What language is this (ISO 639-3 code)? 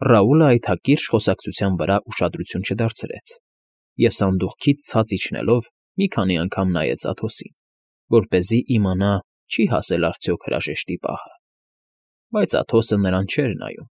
hye